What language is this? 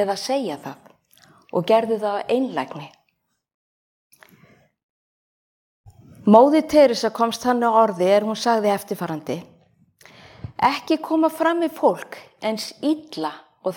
Icelandic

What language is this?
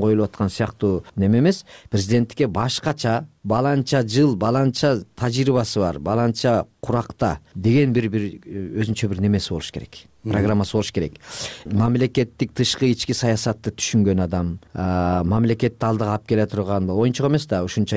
Kyrgyz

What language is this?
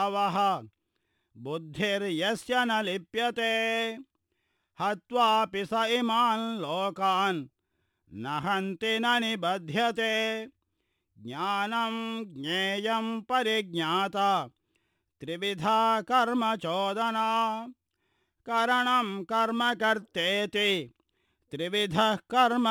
Sanskrit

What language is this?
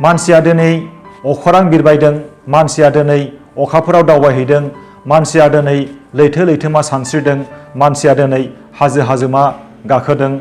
Bodo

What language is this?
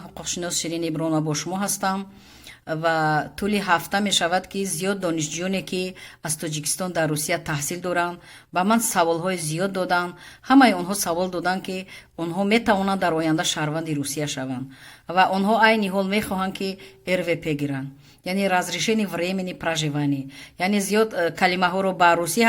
Tajik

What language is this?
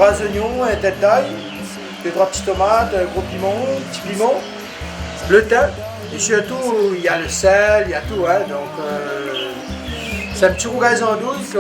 Réunion Creole French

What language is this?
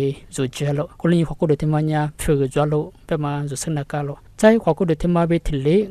Lisu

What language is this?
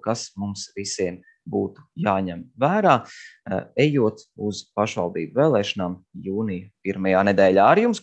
Latvian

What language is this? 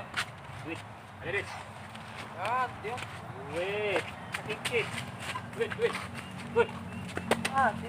Musi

